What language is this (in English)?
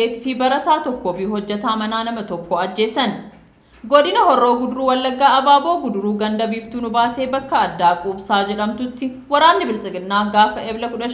Oromo